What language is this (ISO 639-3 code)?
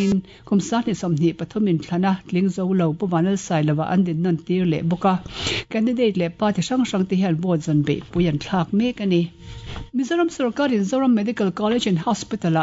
lus